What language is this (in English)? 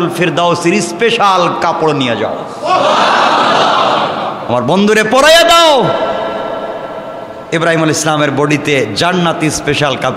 Bangla